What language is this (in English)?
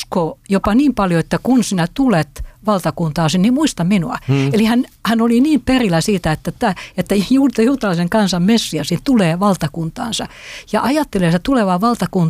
Finnish